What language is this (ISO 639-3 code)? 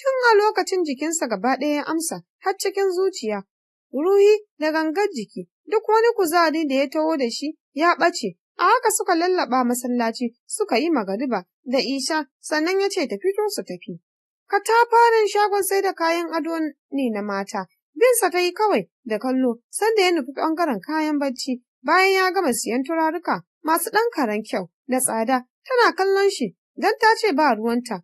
hau